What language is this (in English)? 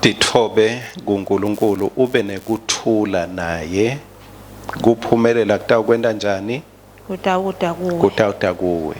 Swati